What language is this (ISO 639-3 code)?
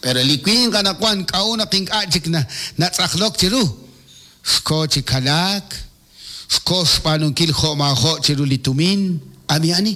kek